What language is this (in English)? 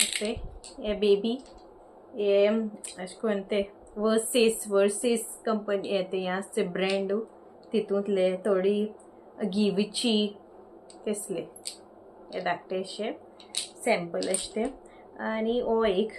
Konkani